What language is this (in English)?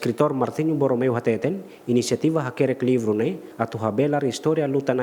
Tetum